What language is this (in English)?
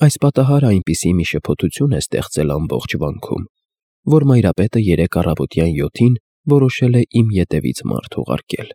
Armenian